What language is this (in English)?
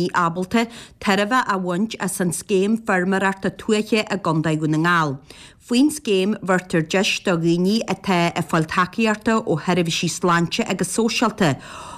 Irish